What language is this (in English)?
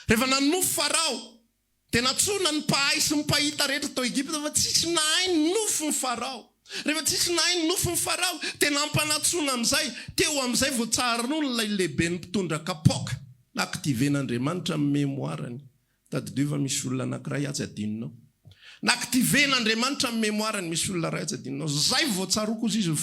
Malagasy